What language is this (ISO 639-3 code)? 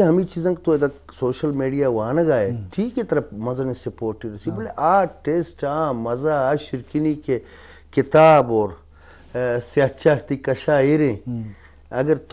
bgp